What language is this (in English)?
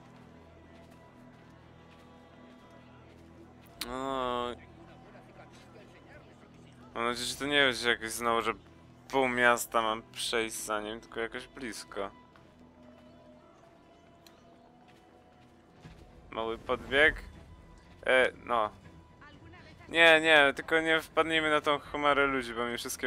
Polish